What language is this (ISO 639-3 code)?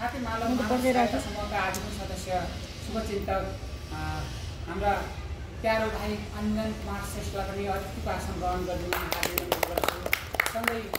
nep